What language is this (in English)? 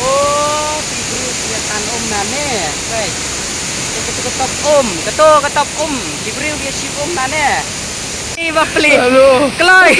Khasi